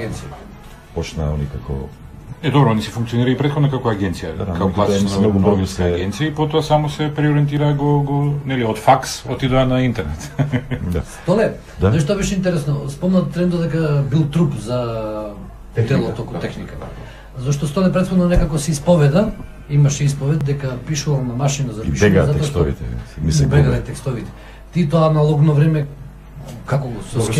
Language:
Macedonian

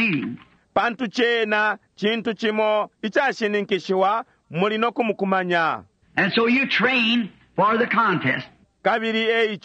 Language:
Bemba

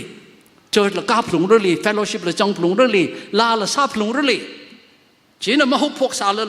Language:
Tangkhul Naga (India)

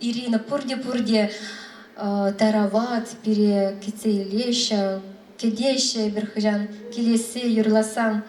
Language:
Chuvash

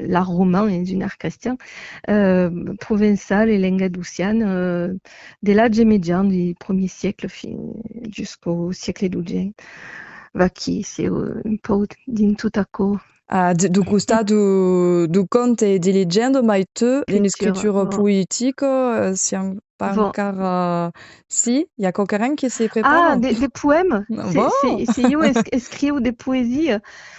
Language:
Occitan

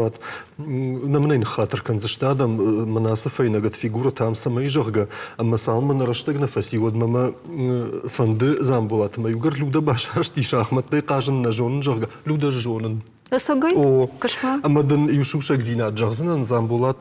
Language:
Ossetic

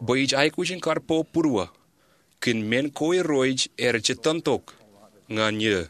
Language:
Marshallese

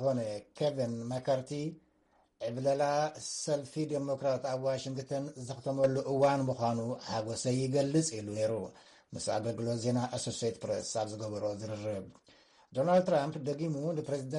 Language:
Tigrinya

